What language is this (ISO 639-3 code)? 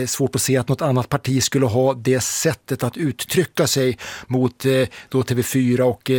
swe